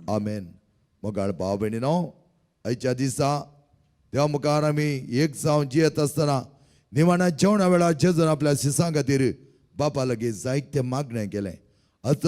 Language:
Konkani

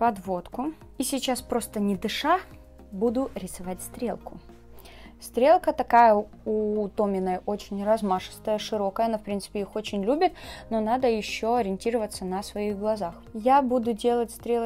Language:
Russian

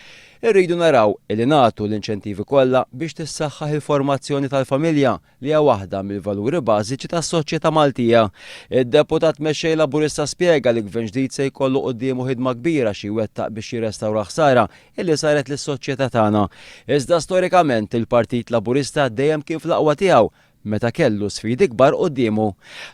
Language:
Maltese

